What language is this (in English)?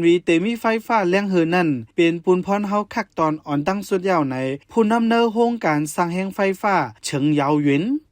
Shan